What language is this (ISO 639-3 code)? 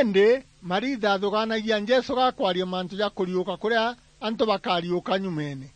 mer